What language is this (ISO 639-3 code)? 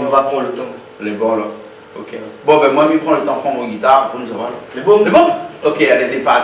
rcf